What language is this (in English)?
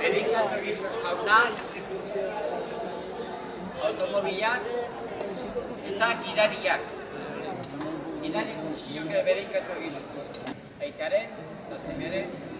Basque